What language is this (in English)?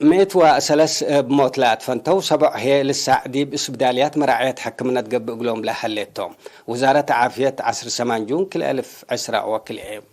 Tigre